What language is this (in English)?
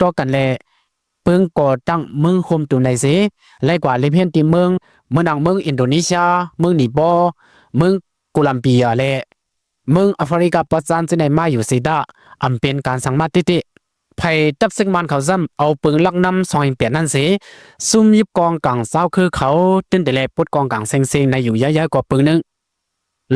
Shan